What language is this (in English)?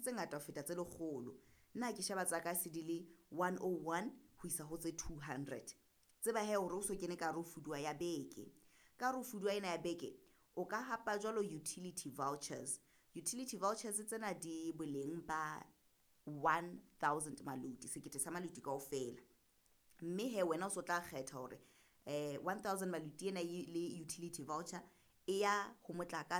Southern Sotho